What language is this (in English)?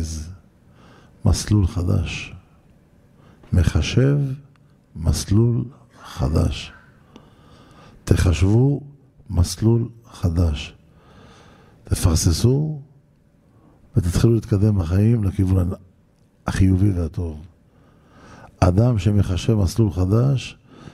Hebrew